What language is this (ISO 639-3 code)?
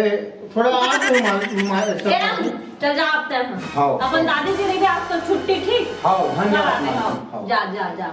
hne